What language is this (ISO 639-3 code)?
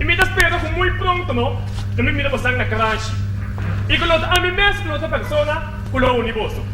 pap